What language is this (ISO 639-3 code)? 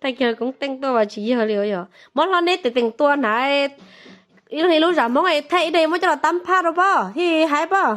hmn